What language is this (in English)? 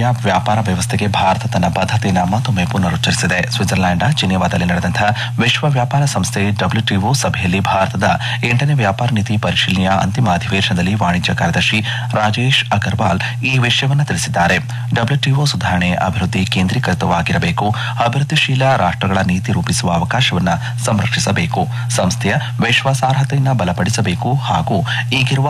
Kannada